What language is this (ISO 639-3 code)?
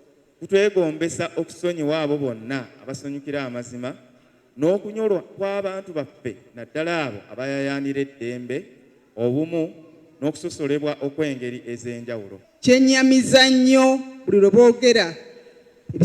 lug